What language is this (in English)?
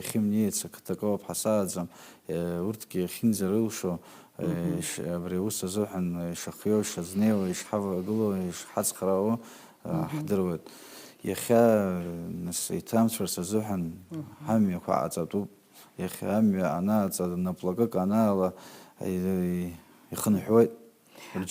Abkhazian